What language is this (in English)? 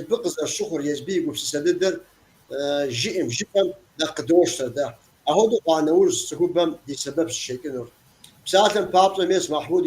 Kabardian